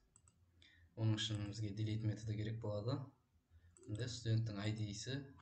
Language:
Kara-Kalpak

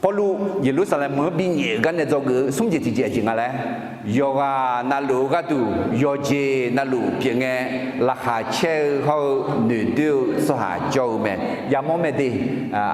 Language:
Akha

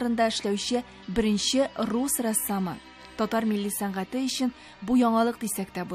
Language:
Tatar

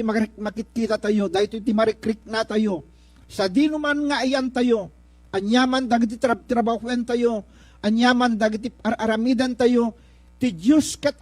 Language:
Iloko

